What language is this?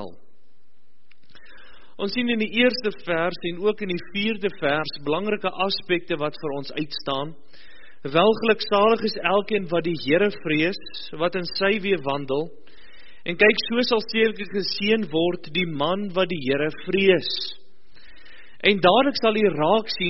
Afrikaans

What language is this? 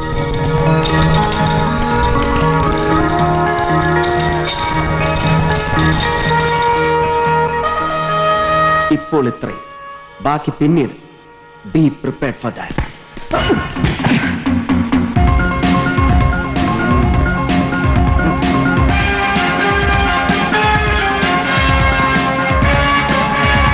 Malayalam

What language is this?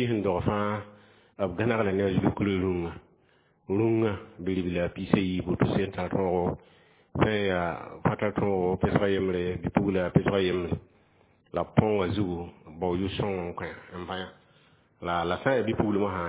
Mossi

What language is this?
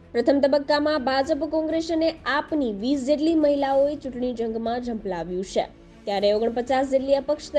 Gujarati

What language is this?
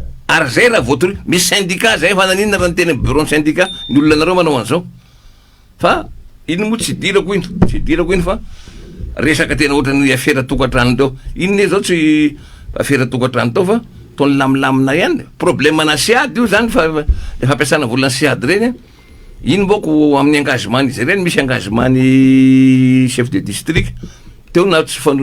Malagasy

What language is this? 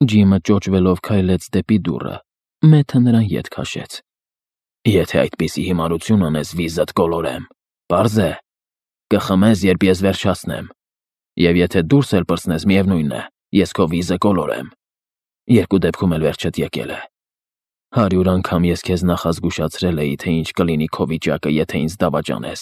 Armenian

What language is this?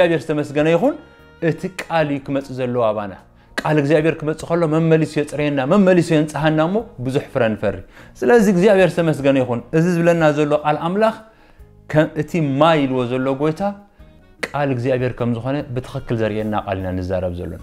Tigrinya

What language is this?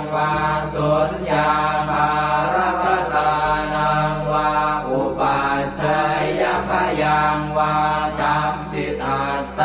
Pali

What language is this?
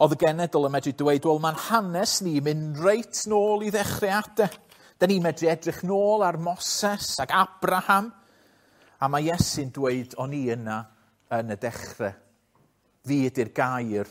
Welsh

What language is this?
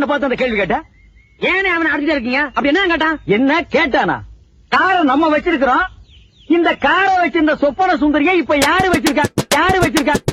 Tamil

